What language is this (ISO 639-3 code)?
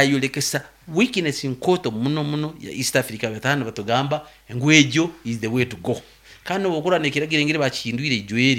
nyn